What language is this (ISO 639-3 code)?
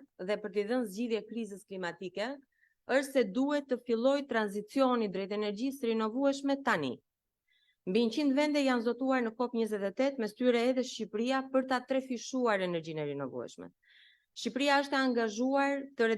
sqi